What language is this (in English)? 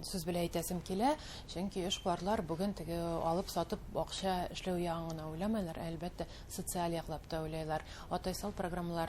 Bashkir